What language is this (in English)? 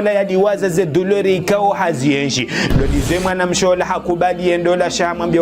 Ngazidja Comorian